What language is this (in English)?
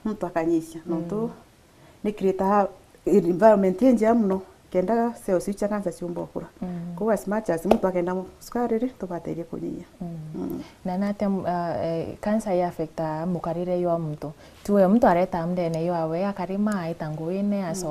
Meru